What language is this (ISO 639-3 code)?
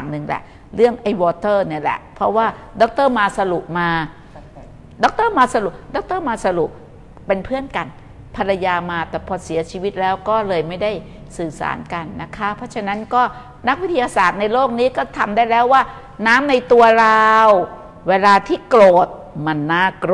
tha